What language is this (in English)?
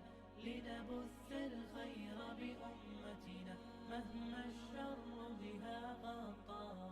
Chechen